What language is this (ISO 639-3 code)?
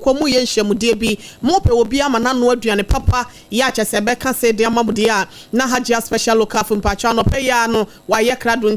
aka